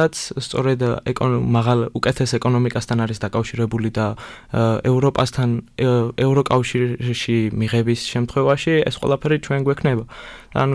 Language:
Georgian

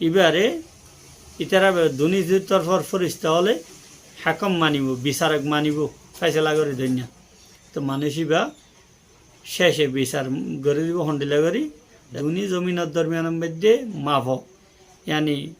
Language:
Rohingya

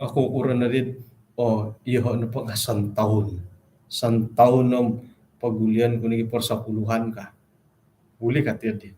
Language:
Central Dusun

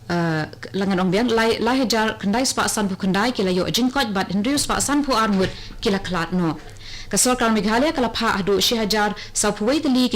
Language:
Khasi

